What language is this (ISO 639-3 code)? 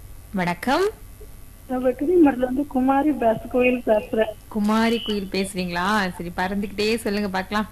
tam